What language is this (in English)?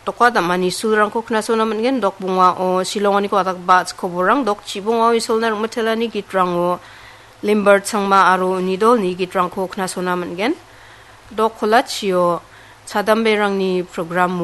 Garo